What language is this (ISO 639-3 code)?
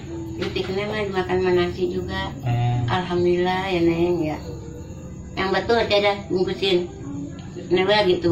bew